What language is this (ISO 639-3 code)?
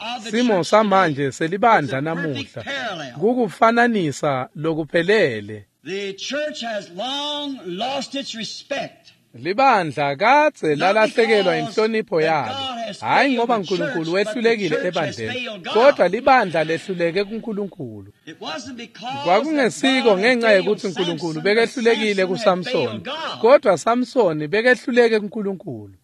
ssw